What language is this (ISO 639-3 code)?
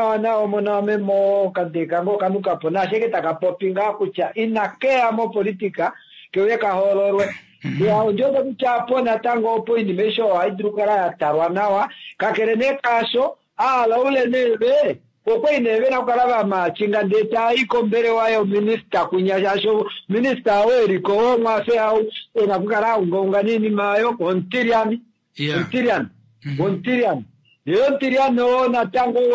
kua